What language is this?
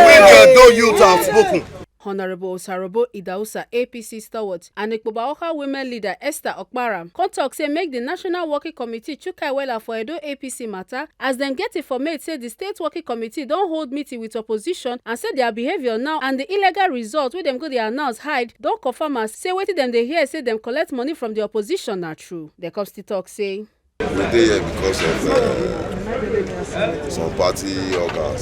Nigerian Pidgin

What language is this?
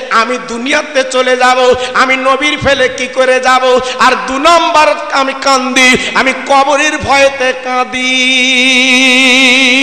Bangla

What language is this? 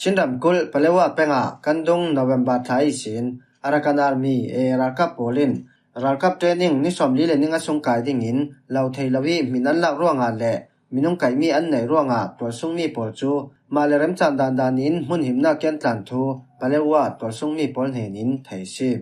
Falam Chin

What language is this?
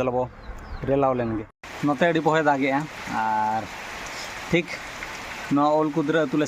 Santali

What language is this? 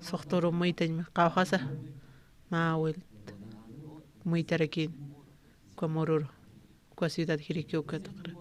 Aymara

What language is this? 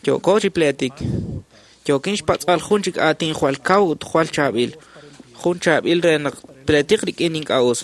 Kekchí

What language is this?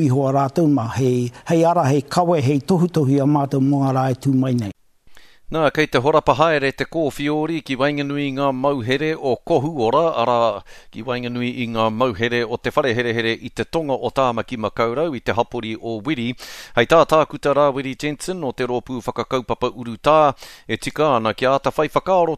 Māori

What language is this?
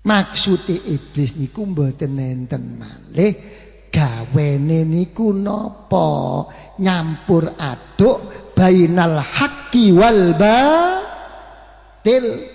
Javanese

